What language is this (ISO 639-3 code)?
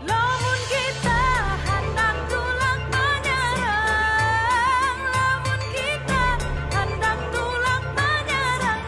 bjn